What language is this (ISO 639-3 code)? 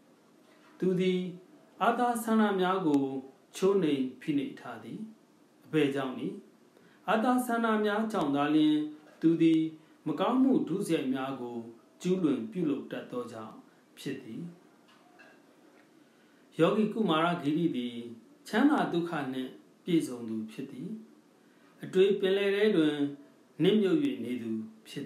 mya